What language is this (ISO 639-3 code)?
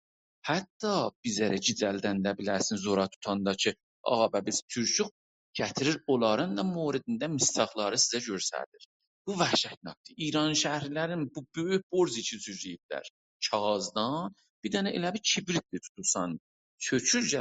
azb